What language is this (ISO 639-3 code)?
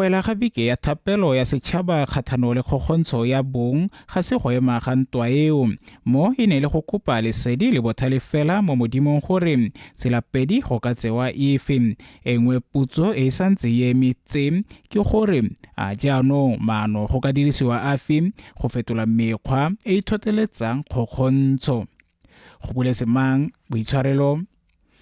tsn